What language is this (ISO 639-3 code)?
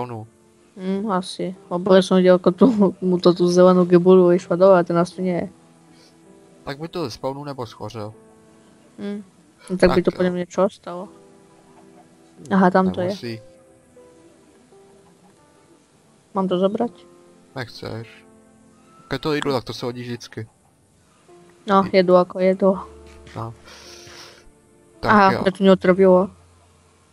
ces